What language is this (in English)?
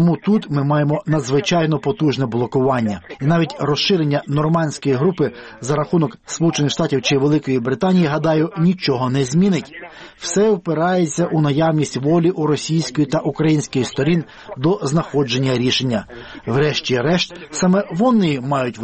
Ukrainian